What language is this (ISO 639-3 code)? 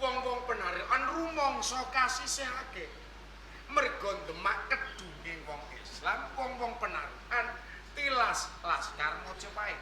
jav